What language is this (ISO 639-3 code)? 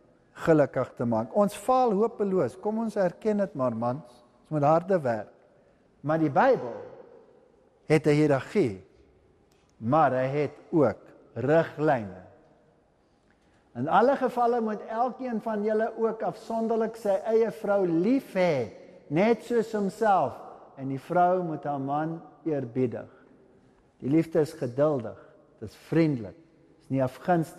afr